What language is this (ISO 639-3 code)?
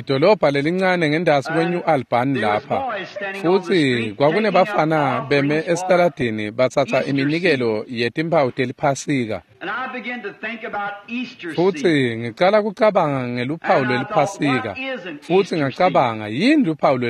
ssw